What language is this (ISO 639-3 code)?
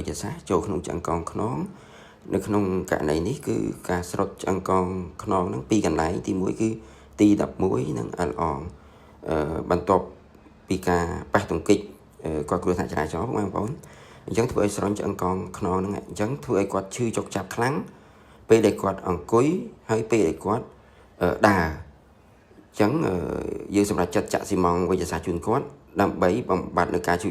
khm